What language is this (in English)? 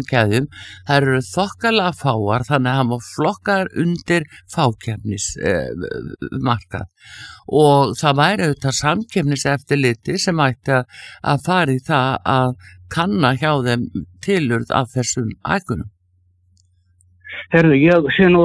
Icelandic